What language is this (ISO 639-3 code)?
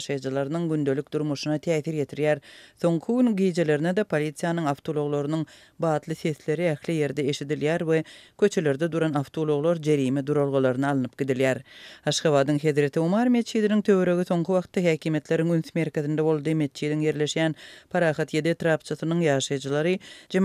tuk